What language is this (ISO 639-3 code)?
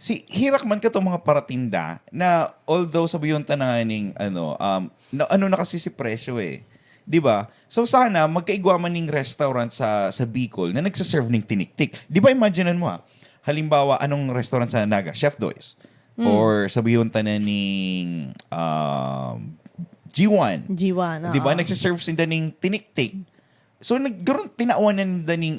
bik